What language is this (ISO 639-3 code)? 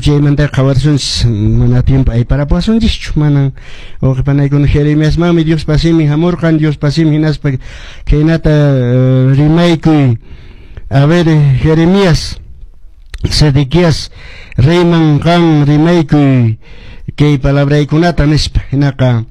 que